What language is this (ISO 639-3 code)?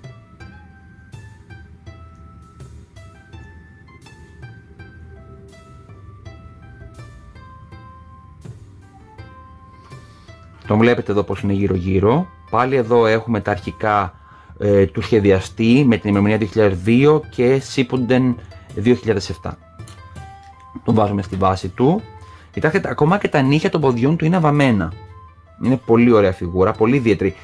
ell